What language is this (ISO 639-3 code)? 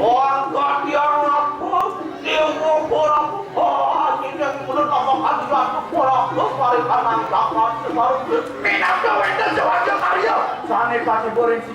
ban